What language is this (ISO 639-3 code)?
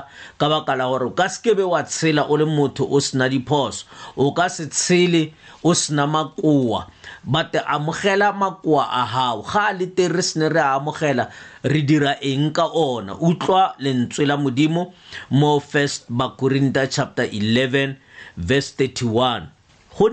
tsn